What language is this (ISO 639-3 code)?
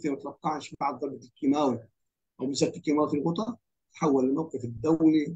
ara